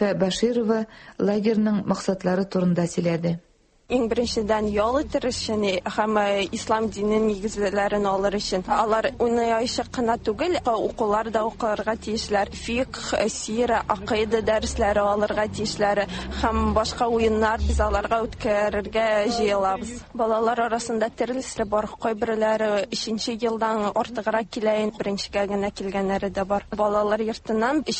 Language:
Tatar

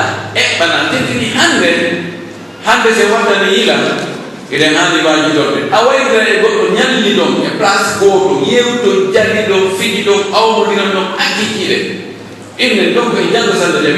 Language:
Pular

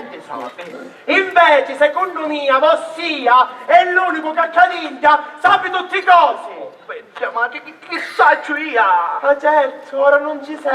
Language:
Sicilian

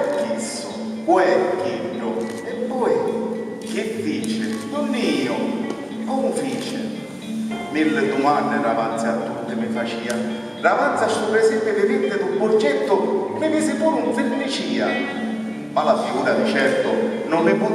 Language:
Sicilian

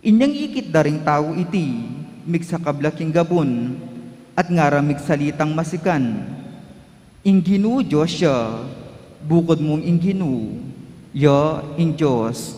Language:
Pampanga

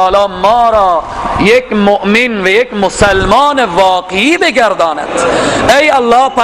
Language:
Persian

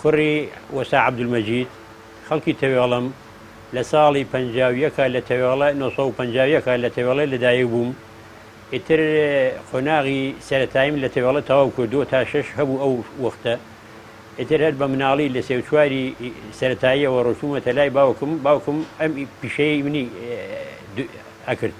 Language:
Central Kurdish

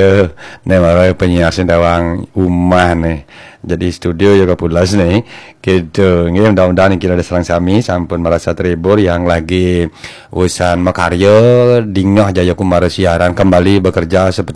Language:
Balinese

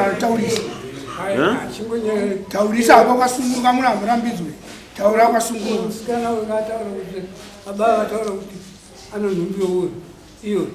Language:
Shona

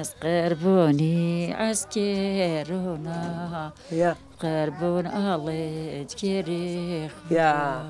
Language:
Zaza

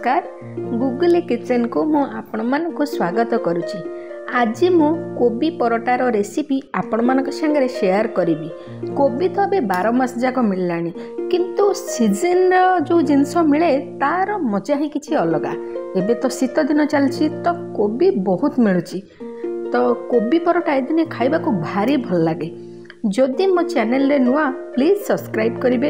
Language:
Odia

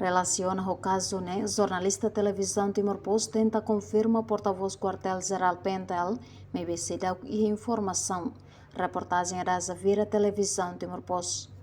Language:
Tetum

